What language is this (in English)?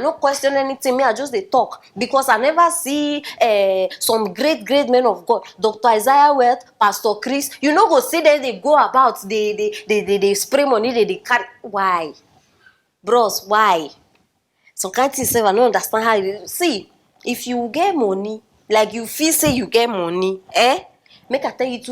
Nigerian Pidgin